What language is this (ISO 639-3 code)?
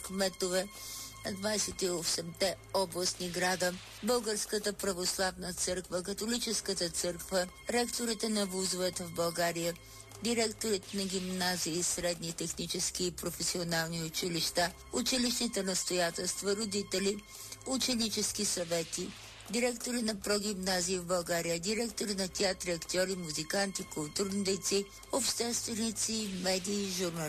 bul